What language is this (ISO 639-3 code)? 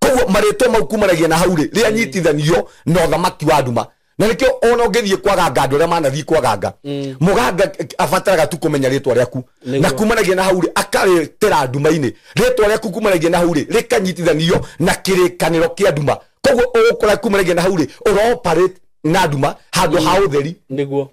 kik